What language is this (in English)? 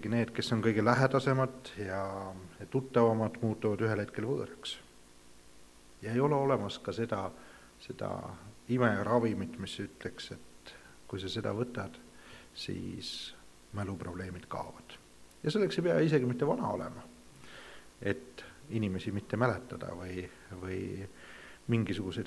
Estonian